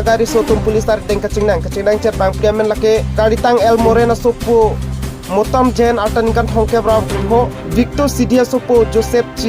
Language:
Karbi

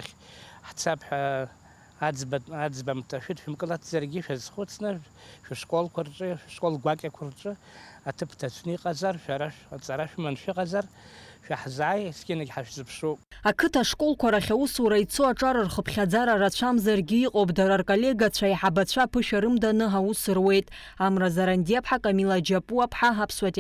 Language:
Abkhazian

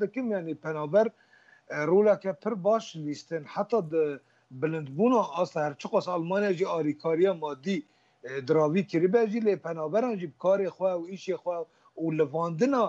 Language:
Kurdish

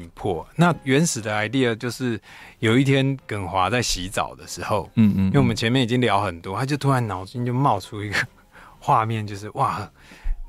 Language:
Chinese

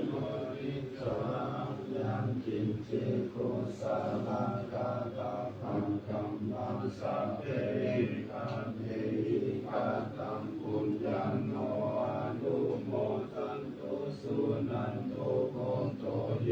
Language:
Pali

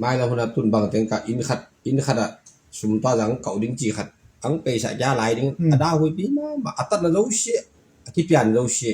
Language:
Tedim Chin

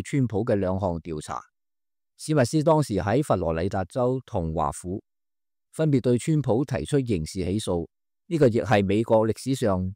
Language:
Cantonese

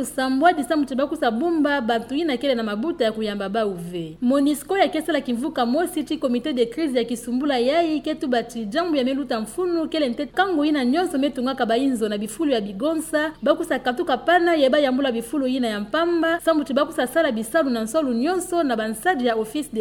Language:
Kituba (Democratic Republic of Congo)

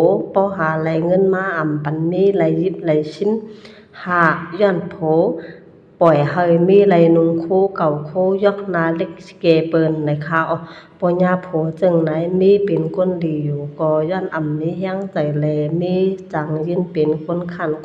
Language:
Shan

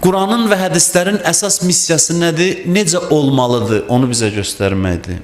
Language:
Azerbaijani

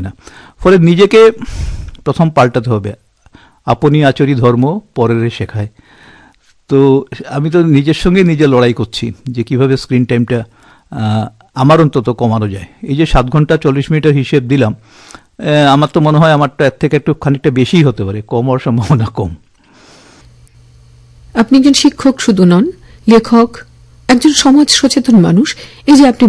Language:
Bangla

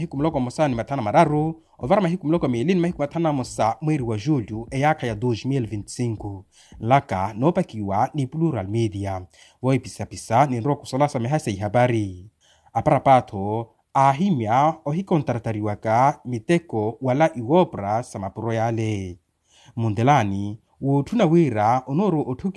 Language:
Makhuwa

